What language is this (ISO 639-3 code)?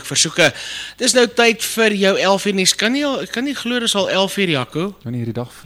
afr